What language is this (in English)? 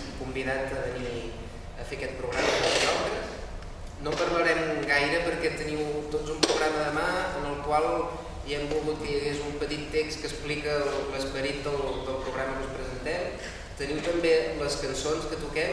Catalan